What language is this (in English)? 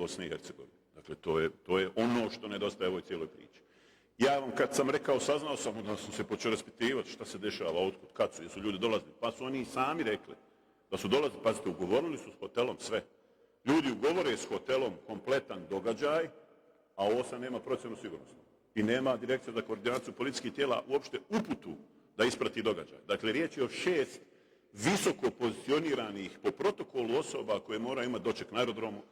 Bosnian